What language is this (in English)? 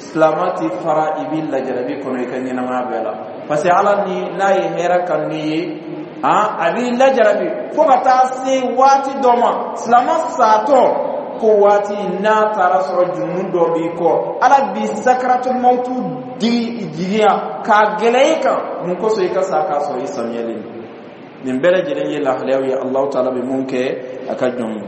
Bambara